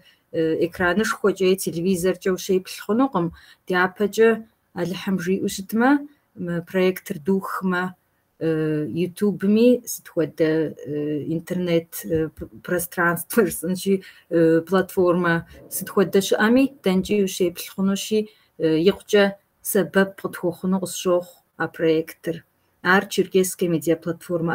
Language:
Kabardian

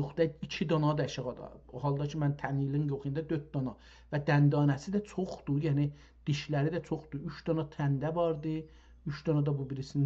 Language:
South Azerbaijani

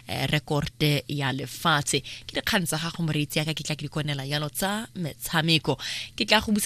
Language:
Tswana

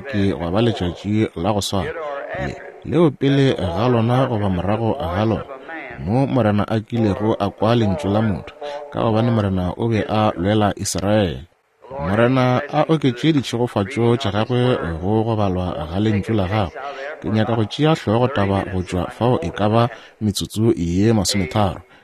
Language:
Northern Sotho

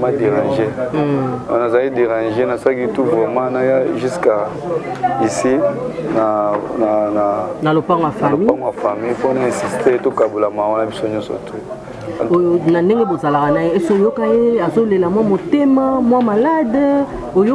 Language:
Lingala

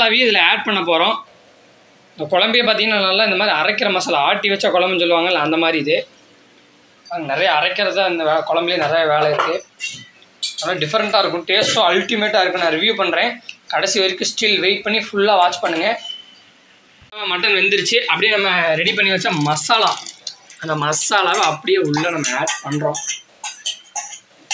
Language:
Tamil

